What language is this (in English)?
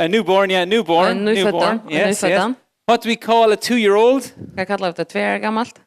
Faroese